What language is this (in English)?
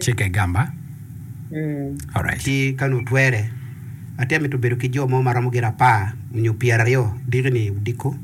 Acoli